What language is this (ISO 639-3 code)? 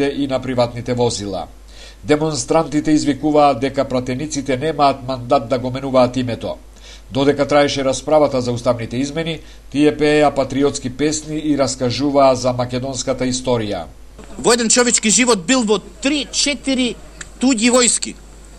mkd